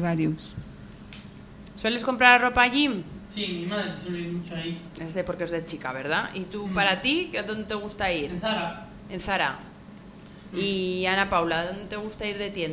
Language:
Spanish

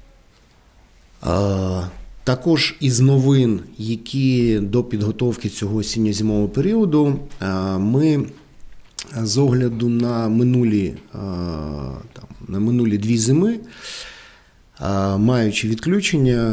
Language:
Ukrainian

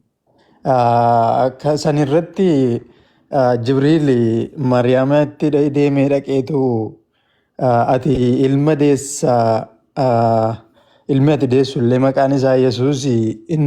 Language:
Oromo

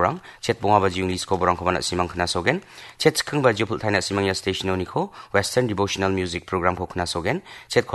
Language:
Garo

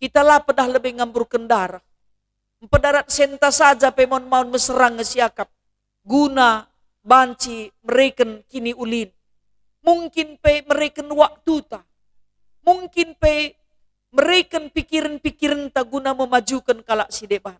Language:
Batak Karo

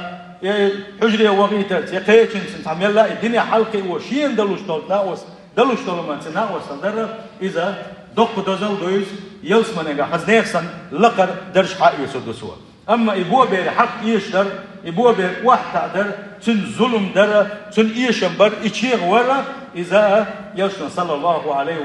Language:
Chechen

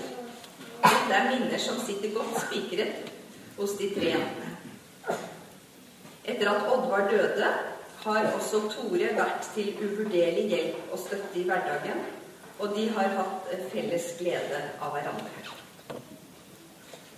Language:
Norwegian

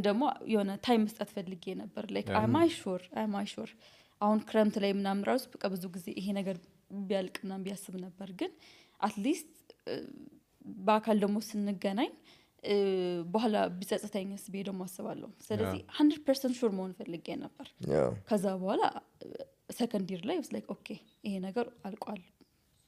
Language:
Amharic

